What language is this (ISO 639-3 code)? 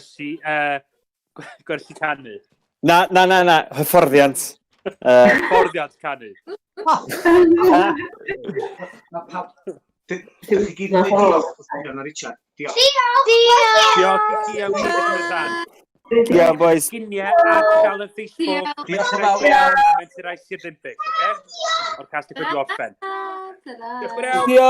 cym